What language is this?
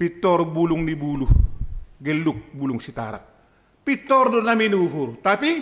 Batak Simalungun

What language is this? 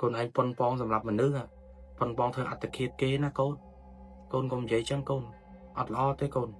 Khmer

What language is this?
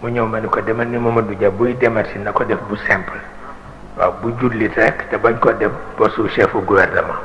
Wolof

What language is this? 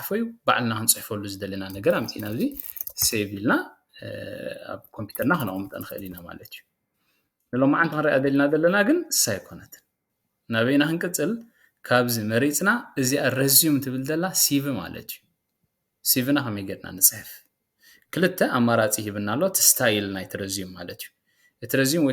Tigrinya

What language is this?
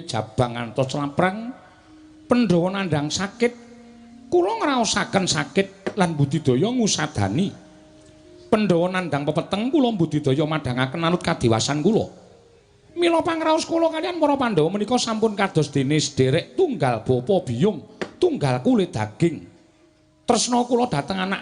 Javanese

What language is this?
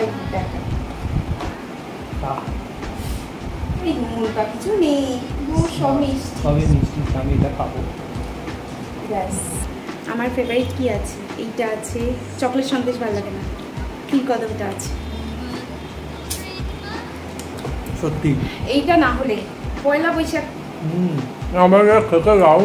Bangla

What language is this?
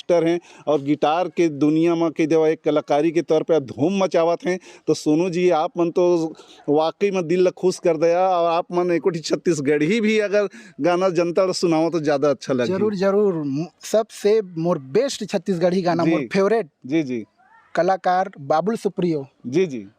Chhattisgarhi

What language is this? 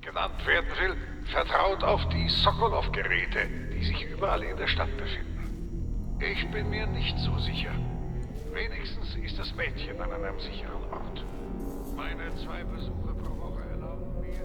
Bavarian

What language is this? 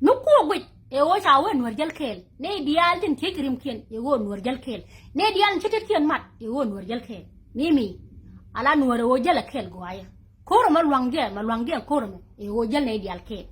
Nuer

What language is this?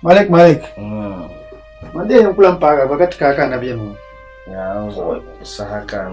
Dagbani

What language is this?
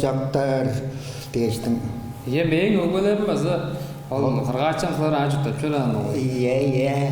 Tuvinian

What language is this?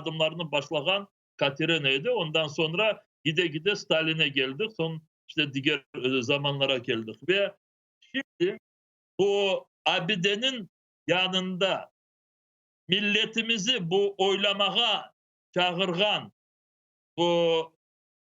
Crimean Tatar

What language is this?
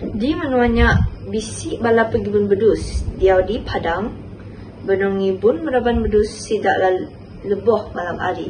Iban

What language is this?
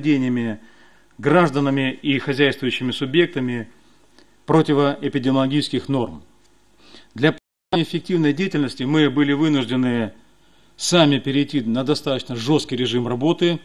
Russian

